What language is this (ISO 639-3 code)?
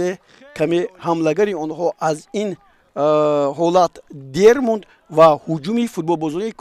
tgk